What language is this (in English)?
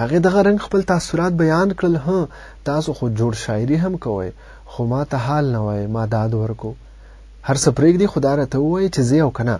Pashto